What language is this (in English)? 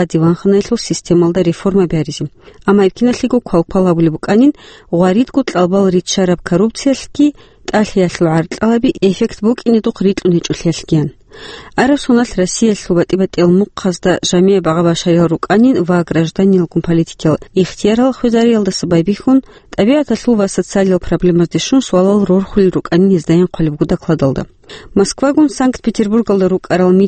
Avaric